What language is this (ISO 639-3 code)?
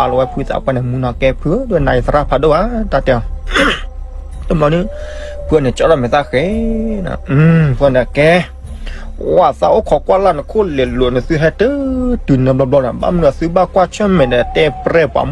ksw